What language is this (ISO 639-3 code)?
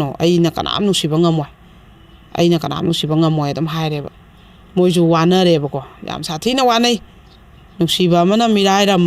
mni